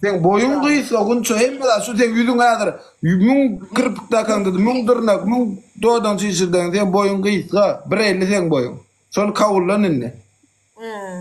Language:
Turkmen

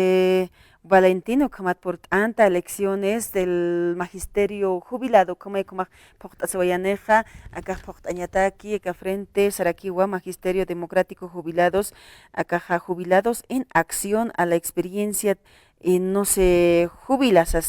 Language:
Aymara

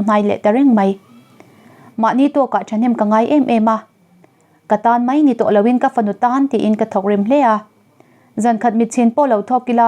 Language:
Mizo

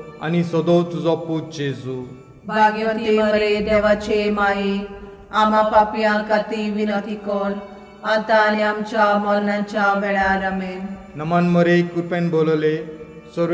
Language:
Konkani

